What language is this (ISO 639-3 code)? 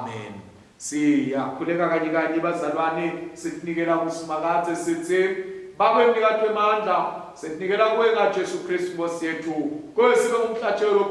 ssw